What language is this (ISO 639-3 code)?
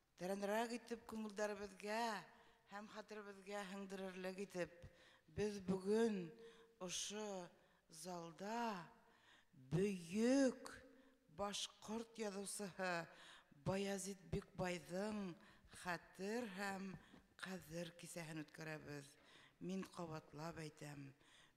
bak